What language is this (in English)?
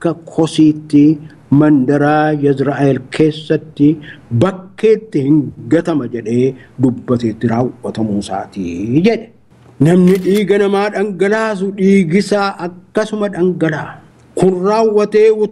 Oromo